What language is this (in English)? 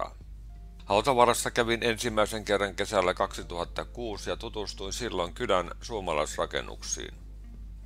Finnish